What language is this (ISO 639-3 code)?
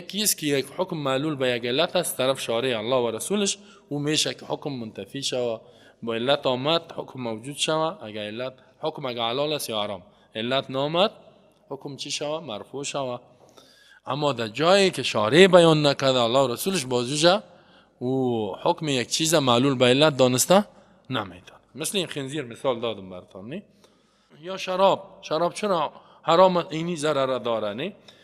fas